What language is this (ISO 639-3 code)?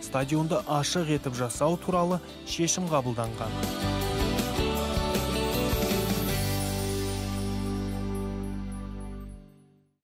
kaz